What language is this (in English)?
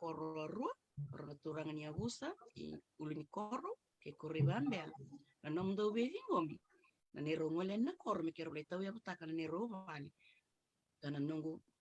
Fijian